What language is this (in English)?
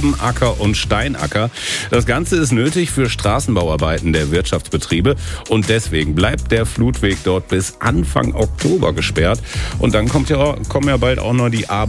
German